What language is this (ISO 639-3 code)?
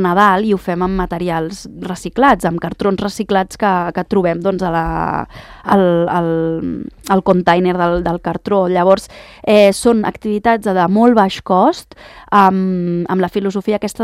cat